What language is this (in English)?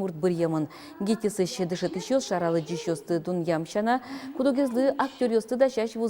Udmurt